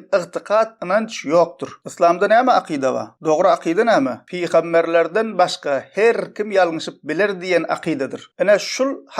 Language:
Turkmen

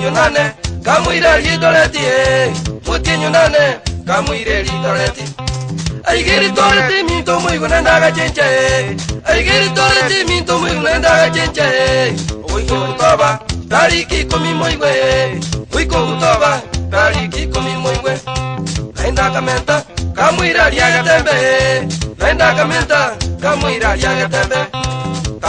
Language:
Gusii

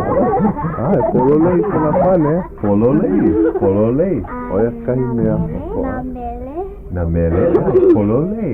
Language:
Hawaiian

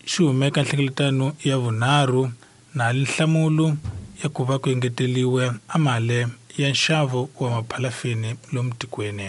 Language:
Tsonga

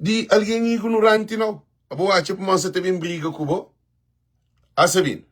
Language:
Kabuverdianu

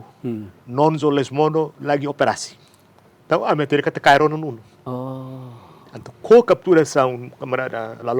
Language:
Tetum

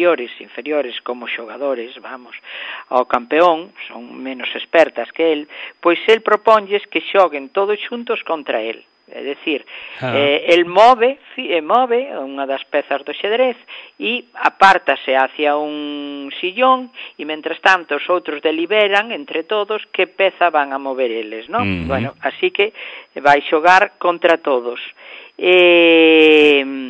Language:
Galician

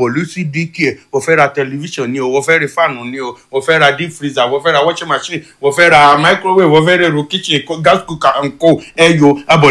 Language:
Yoruba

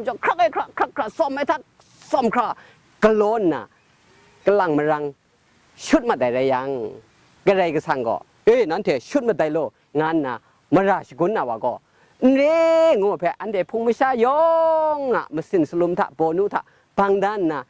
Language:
Kachin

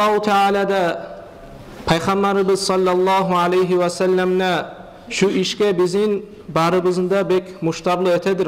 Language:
Kumyk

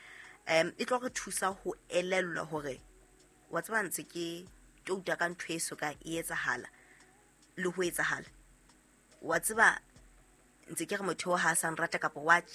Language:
Southern Sotho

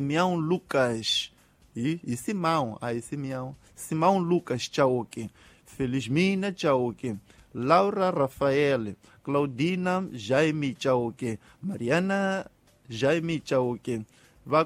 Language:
Tsonga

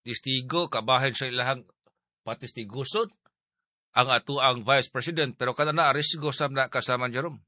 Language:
Cebuano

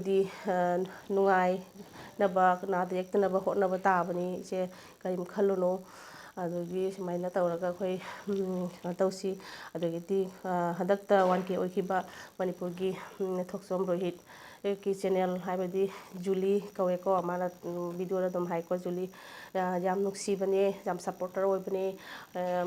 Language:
Manipuri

